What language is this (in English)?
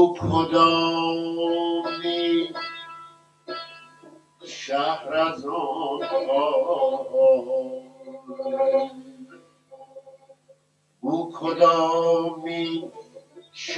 Persian